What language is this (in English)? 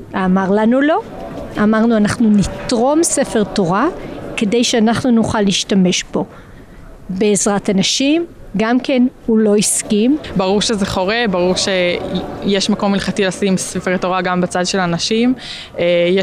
Hebrew